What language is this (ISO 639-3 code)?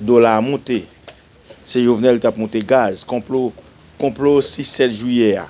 hat